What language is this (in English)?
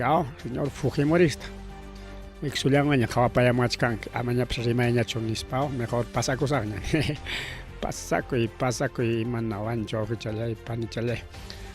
Ayacucho Quechua